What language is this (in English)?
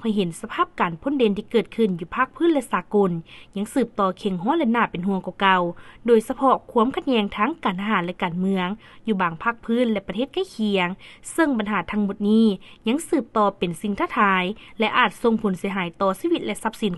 Lao